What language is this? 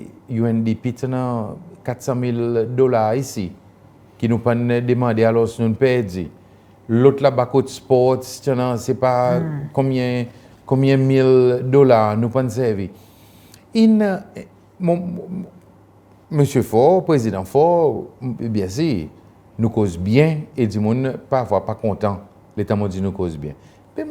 Seselwa Creole French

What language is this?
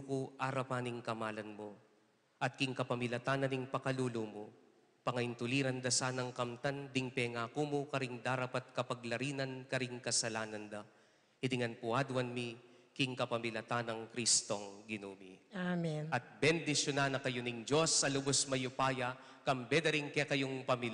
Pampanga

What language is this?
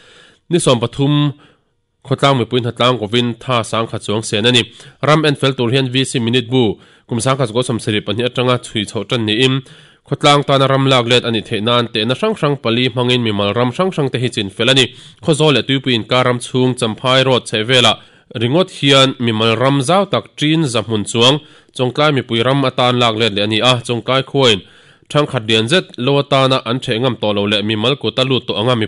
Mizo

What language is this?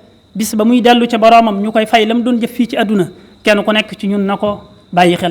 Wolof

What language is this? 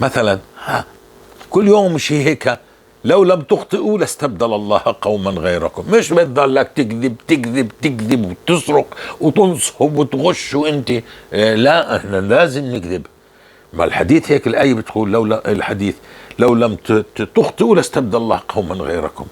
North Levantine Arabic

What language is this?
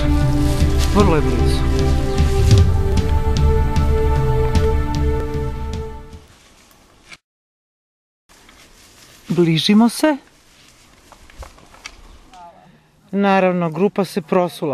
Serbian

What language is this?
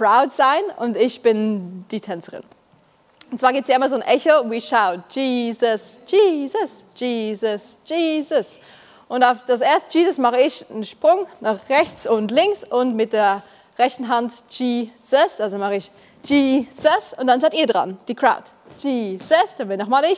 Swiss German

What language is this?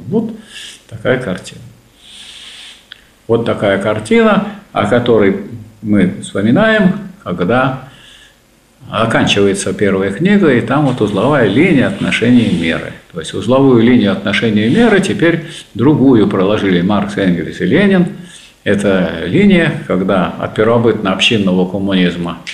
Russian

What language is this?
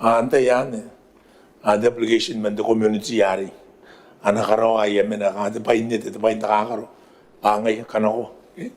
Gilbertese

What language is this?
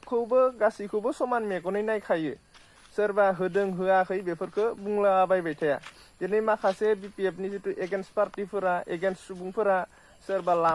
Bodo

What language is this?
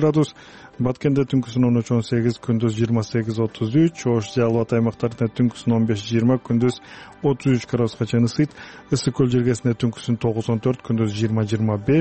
Kyrgyz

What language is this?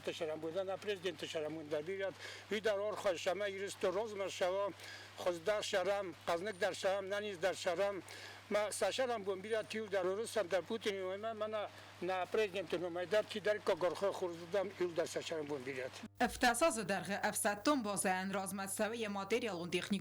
Ossetic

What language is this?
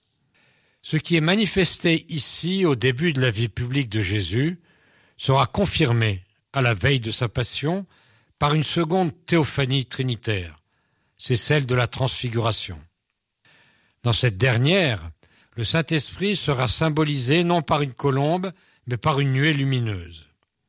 French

